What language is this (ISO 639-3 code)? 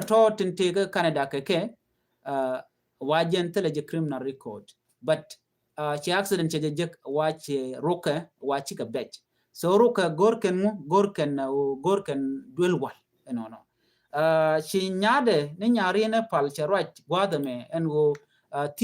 nus